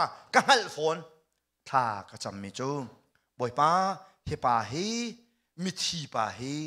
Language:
Hakha Chin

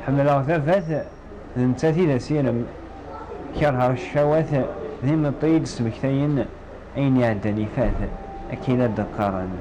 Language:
Kabyle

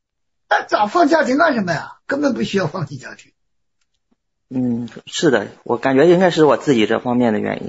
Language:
Chinese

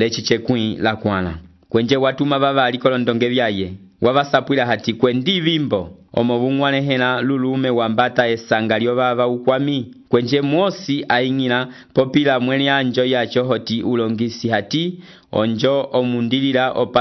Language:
Umbundu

